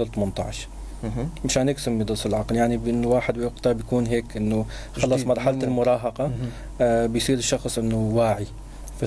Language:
North Levantine Arabic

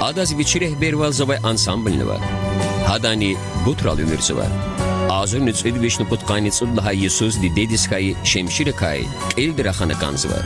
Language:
Lezghian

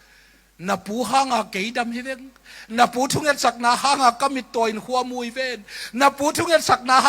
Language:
Tedim Chin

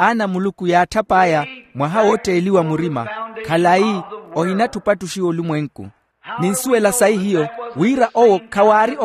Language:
Makhuwa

